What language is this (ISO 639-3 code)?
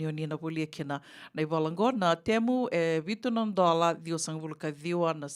fij